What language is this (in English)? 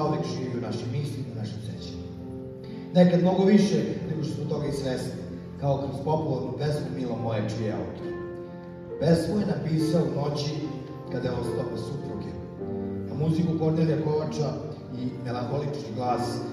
Serbian